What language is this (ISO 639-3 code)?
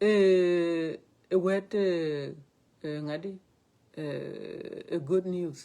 din